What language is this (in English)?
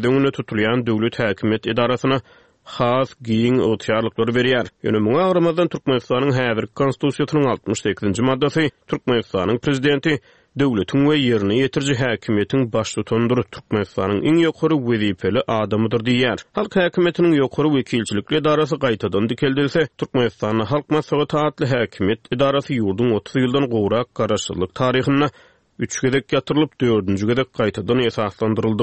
Turkmen